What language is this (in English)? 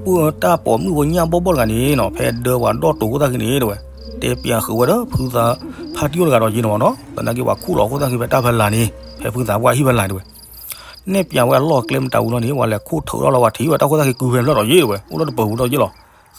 S'gaw Karen